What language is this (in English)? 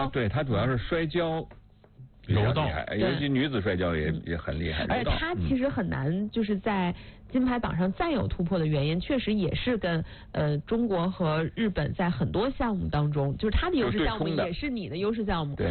Chinese